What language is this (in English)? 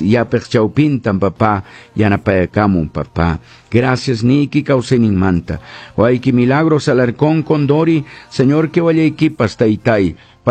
Quechua